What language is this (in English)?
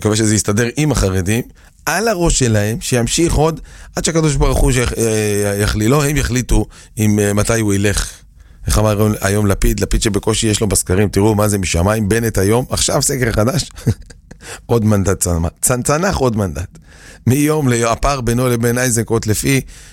Hebrew